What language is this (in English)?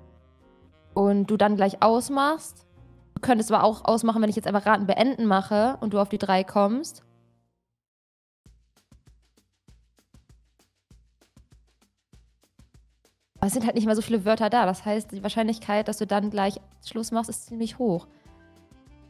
German